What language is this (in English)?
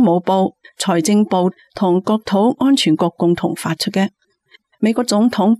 Cantonese